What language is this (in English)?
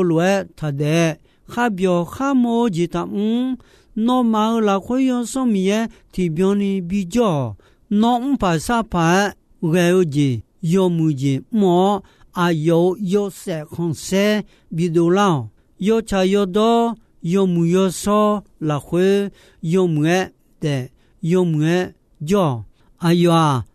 Akha